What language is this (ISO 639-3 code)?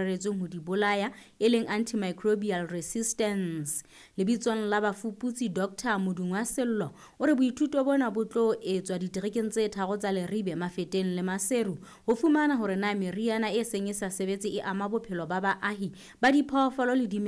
sot